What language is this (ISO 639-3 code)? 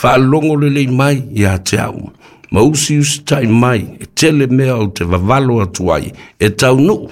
smo